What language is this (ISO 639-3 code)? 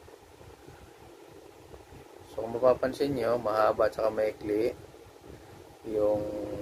fil